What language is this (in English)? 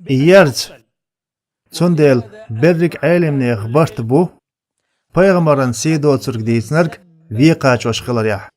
Chechen